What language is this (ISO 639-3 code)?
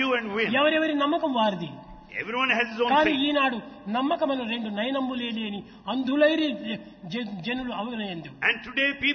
tel